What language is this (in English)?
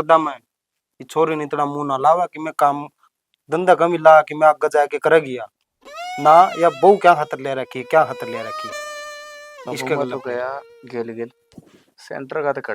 Haryanvi